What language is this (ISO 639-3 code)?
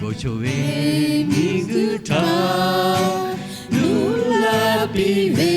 lhu